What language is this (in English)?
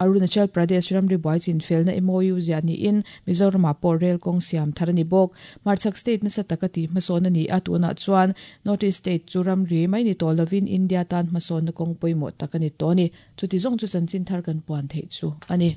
Mizo